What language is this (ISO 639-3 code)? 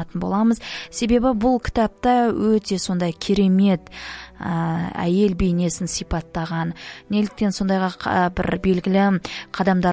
kaz